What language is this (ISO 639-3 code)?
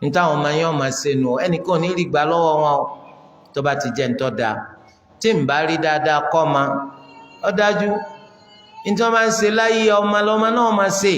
yor